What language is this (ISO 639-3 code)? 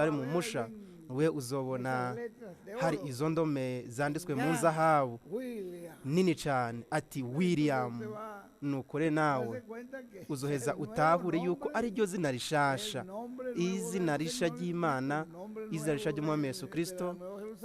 run